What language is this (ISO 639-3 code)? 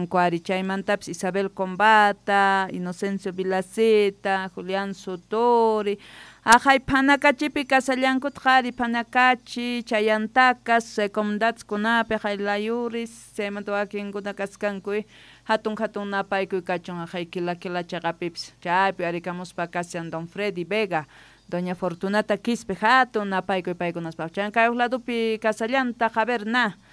que